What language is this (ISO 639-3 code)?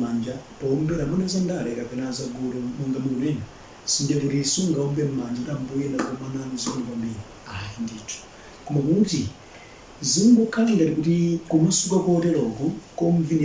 nya